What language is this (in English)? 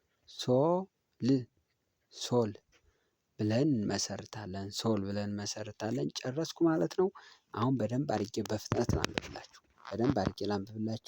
Amharic